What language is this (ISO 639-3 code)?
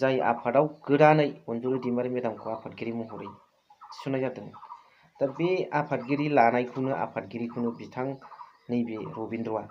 brx